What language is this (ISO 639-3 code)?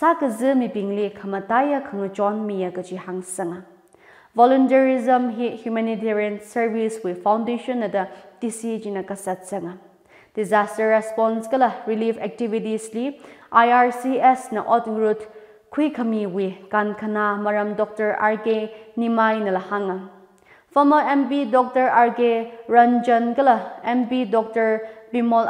nmf